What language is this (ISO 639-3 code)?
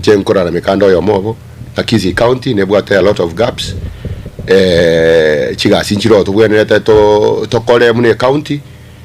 guz